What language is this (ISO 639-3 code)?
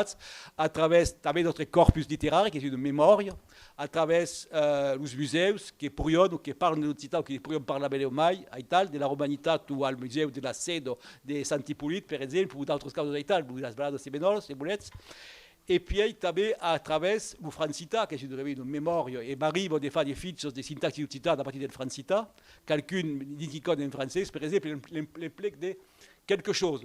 oci